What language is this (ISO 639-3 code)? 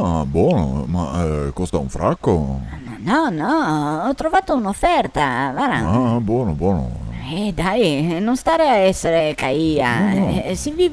vec